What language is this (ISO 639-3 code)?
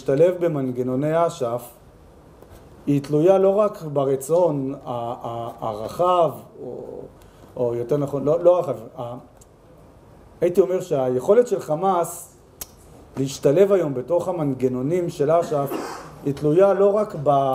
heb